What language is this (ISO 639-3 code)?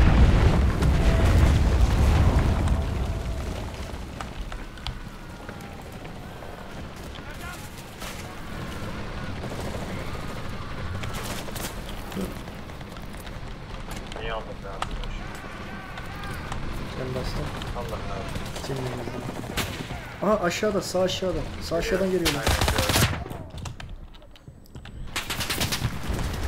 tur